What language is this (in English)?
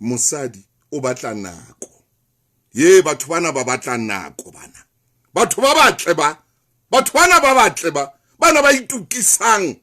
Southern Sotho